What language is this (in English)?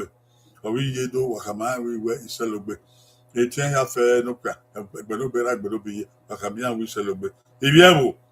Bini